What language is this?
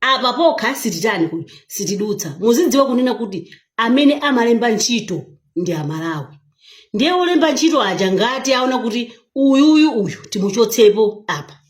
Nyanja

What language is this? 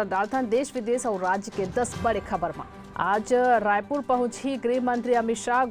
Chhattisgarhi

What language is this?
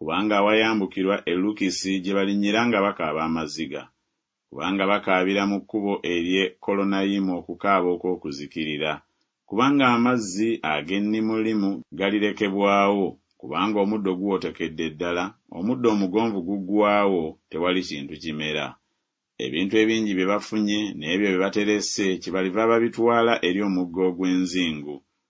Ganda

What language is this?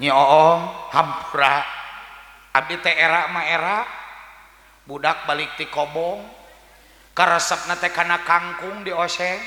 Sundanese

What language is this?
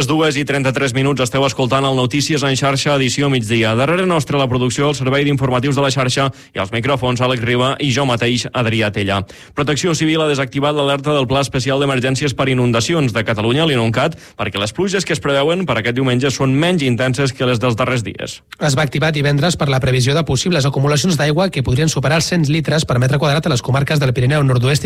Catalan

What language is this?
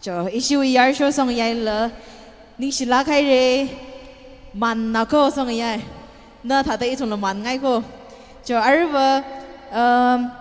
Tangkhul Naga (India)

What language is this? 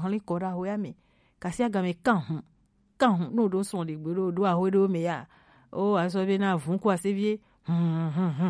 Gen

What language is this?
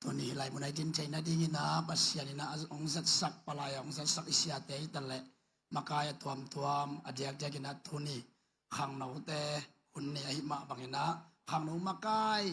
Tedim Chin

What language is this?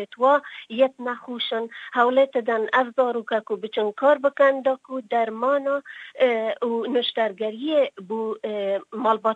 Kurdish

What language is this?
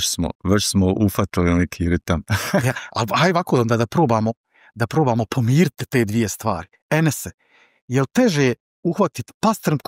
Bosnian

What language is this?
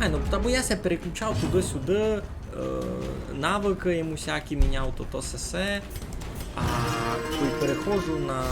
Rusyn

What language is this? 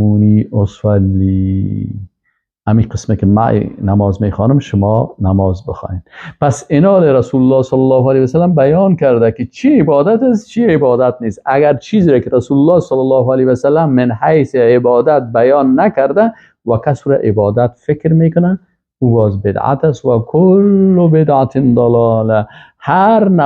Persian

